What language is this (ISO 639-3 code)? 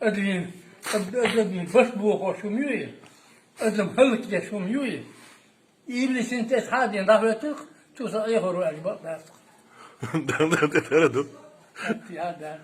che